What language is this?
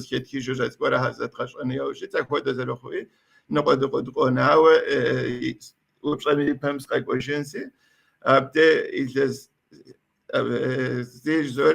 Kabardian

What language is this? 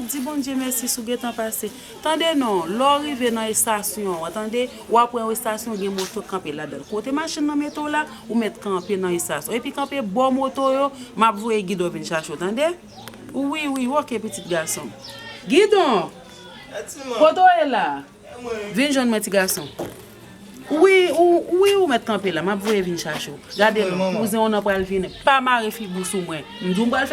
Haitian Creole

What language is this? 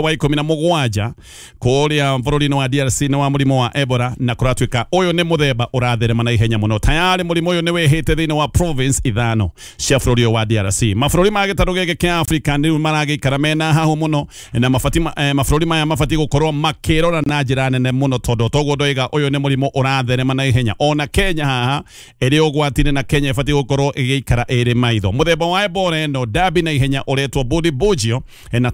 Kikuyu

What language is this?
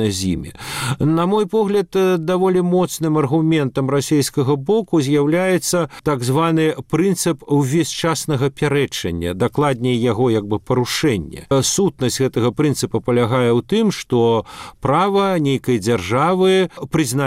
Belarusian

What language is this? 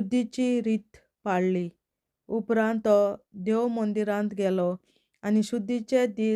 Konkani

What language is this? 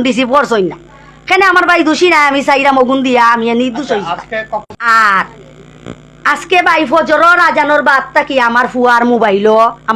Sylheti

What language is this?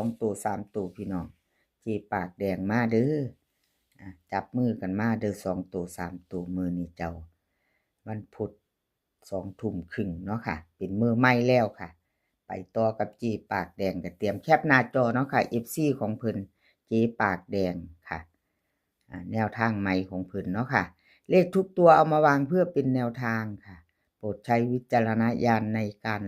Northeastern Thai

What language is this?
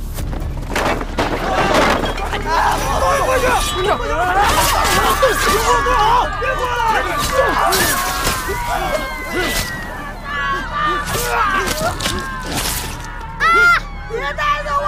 Chinese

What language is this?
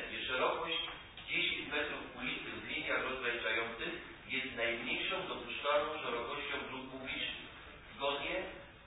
Polish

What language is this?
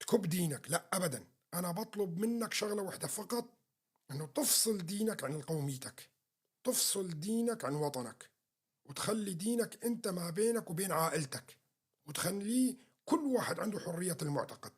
North Levantine Arabic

